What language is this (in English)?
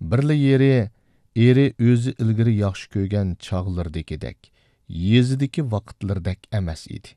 Uyghur